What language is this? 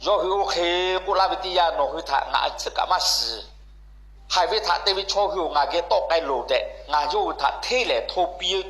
Lahu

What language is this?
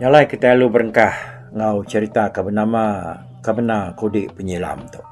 Iban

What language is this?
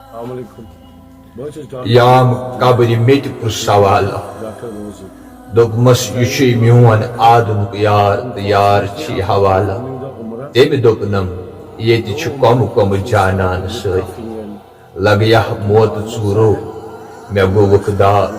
Kashmiri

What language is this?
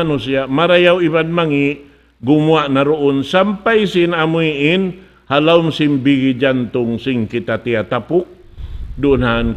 Tausug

